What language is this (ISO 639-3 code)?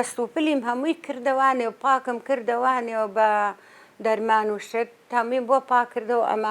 ckb